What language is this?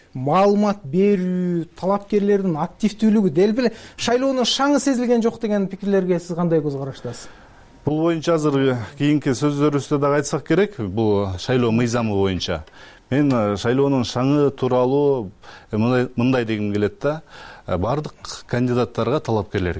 Kyrgyz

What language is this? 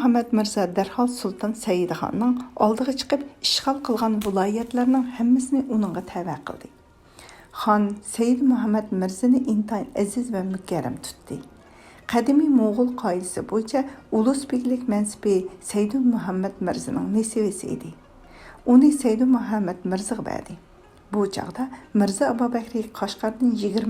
Uyghur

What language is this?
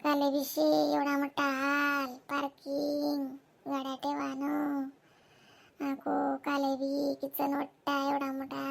Khandesi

